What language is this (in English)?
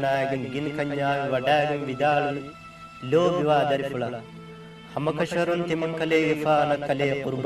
Divehi